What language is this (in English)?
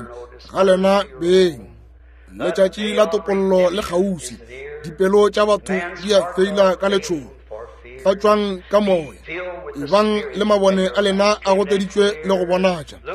Northern Sotho